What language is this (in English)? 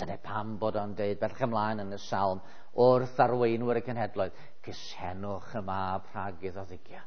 Welsh